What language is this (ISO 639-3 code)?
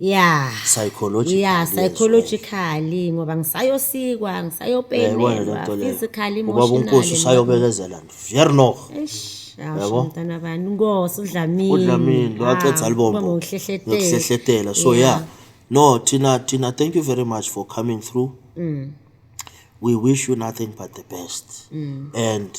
zul